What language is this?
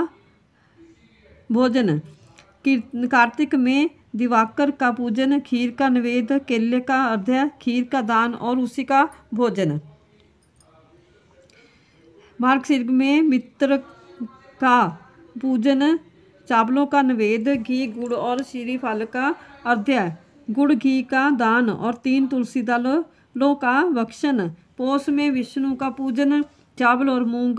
Hindi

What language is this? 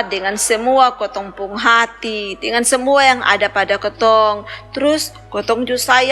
Kupang Malay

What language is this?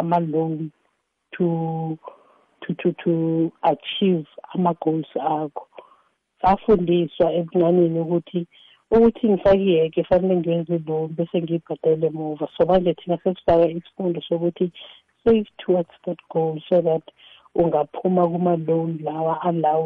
South Ndebele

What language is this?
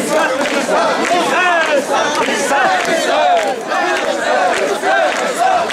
Japanese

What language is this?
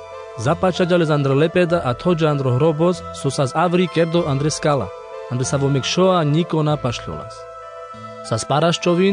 Carpathian Romani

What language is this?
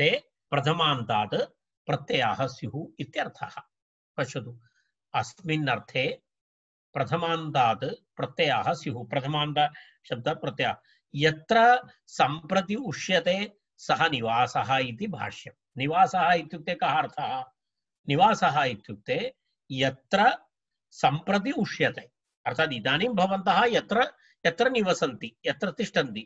Sanskrit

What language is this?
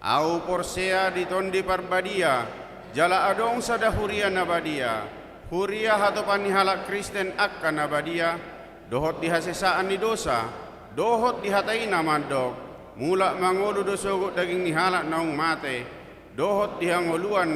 Batak Toba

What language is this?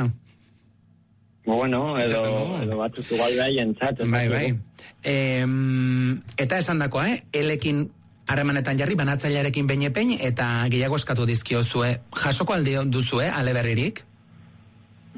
Basque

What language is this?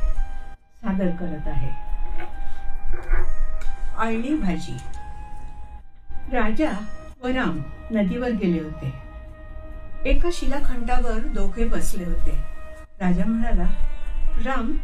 Marathi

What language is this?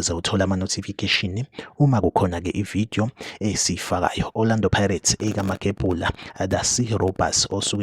Zulu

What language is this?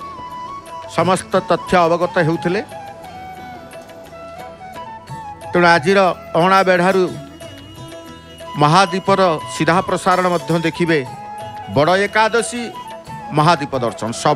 Odia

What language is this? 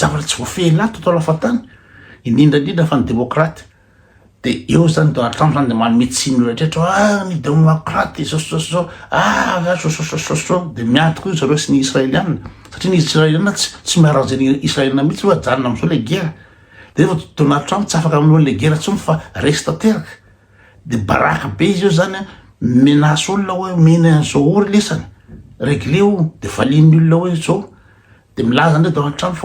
Malagasy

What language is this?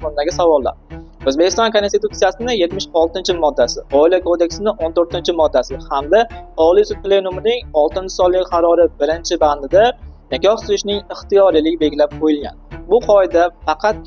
Uzbek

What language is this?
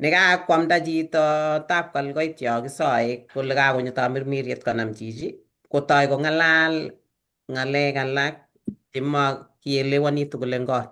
Kalenjin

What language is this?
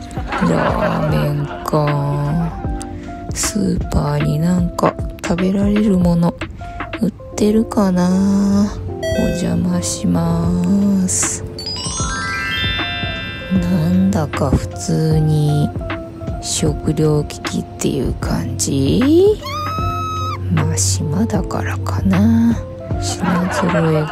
Japanese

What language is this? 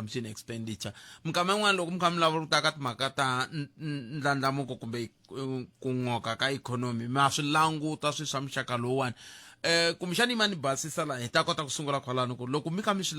Tsonga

